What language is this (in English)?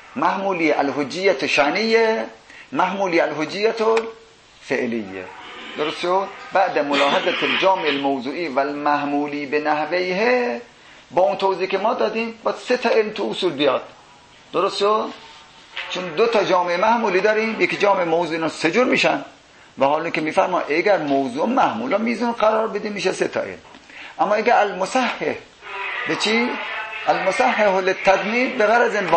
Persian